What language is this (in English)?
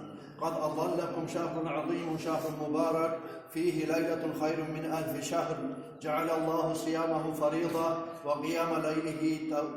Kumyk